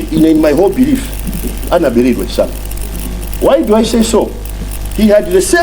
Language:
Nyanja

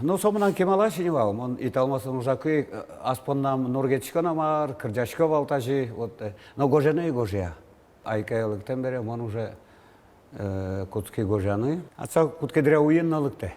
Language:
Udmurt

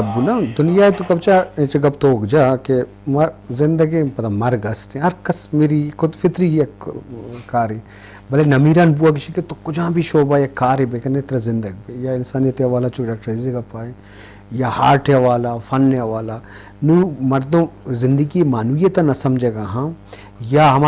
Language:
Eastern Balochi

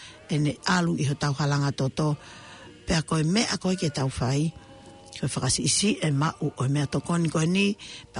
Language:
Tongan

